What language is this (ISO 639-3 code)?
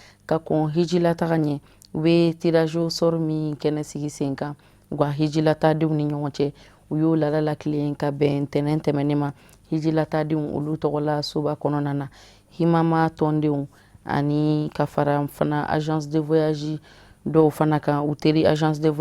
bam